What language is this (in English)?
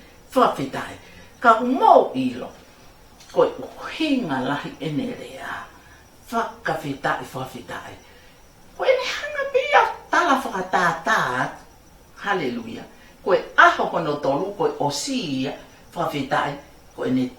Tongan